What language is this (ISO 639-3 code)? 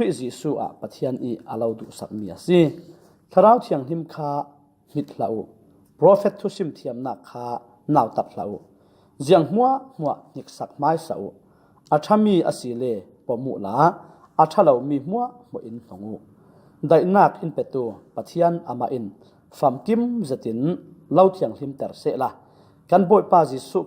cfm